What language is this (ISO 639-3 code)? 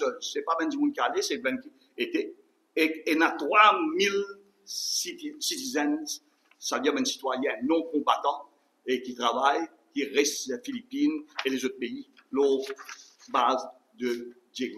mfe